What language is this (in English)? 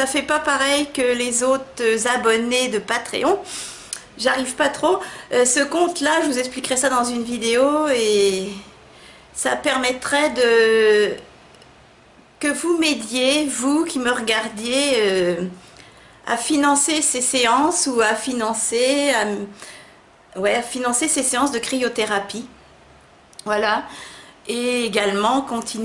French